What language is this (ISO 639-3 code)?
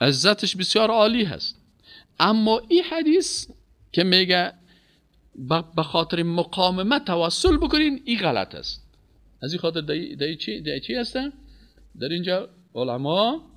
fas